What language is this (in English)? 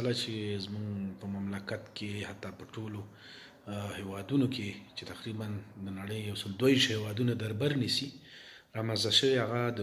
Pashto